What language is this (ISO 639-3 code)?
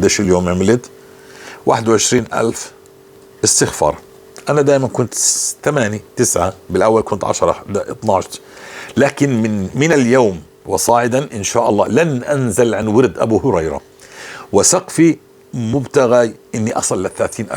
apc